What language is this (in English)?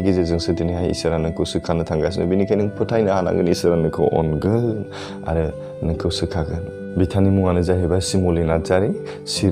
Bodo